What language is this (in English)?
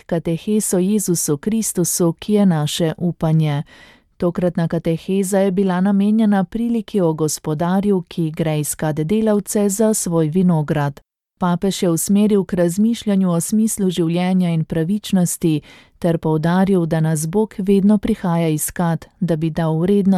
Slovenian